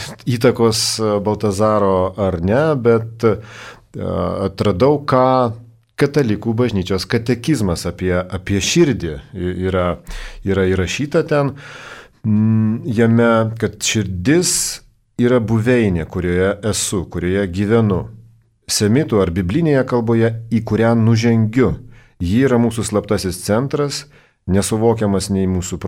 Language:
Lithuanian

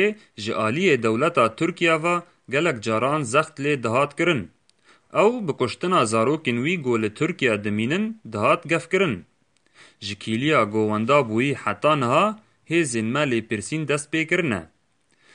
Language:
Kurdish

